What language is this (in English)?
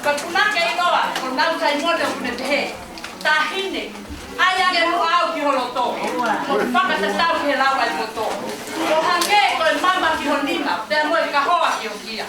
Tongan